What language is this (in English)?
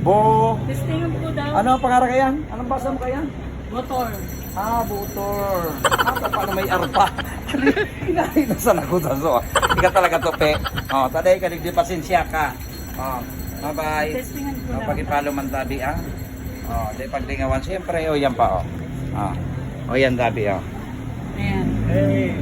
Bikol